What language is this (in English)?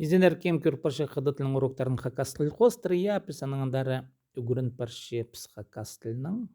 Khakas